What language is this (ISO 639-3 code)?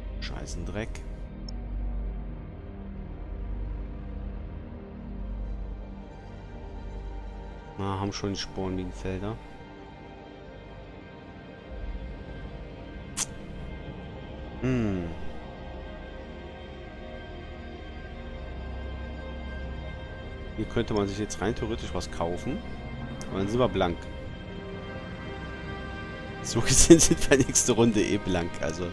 deu